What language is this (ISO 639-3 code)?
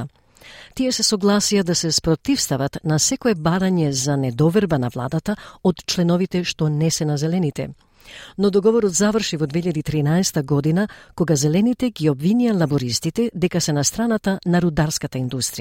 mkd